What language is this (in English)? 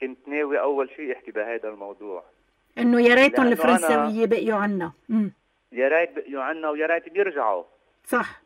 North Levantine Arabic